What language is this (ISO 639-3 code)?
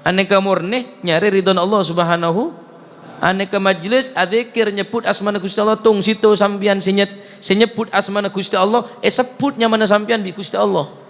mad